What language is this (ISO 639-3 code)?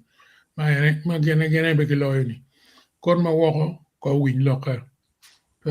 ach